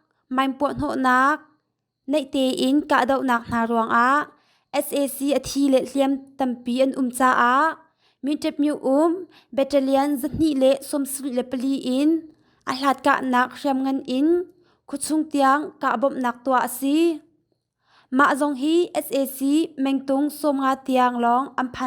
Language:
Hakha Chin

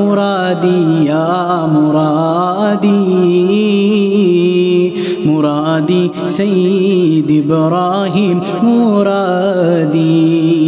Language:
Malayalam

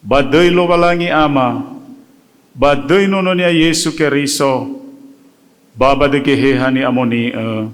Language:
Nias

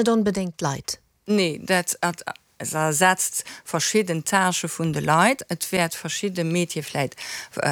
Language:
Luxembourgish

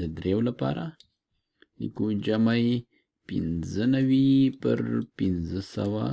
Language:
Pashto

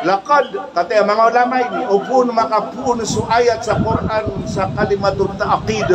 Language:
Maranao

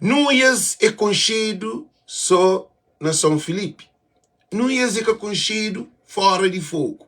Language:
Kabuverdianu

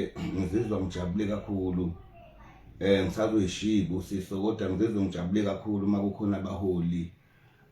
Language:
Zulu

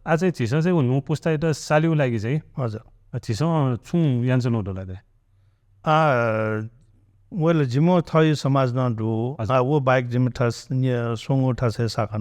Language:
Newari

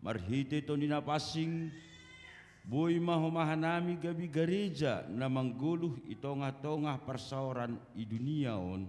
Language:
Batak Simalungun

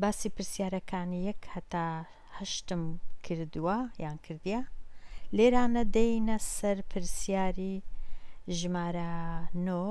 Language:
Central Kurdish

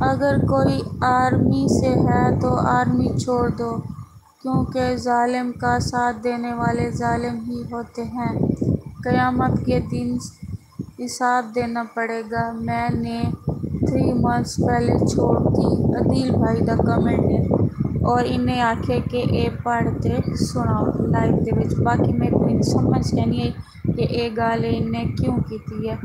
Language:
Saraiki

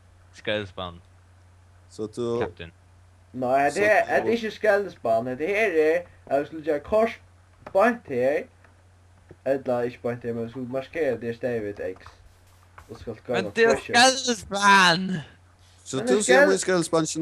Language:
Faroese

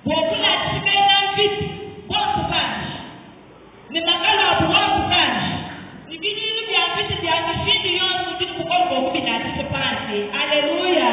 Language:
Luba-Lulua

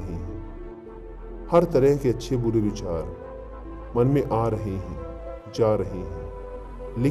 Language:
Hindi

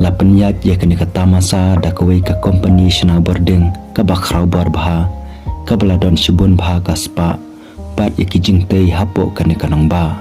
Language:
Khasi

